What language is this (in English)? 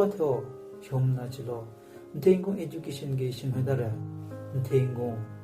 Southern Rengma Naga